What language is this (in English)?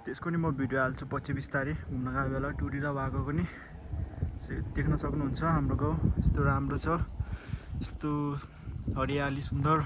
Nepali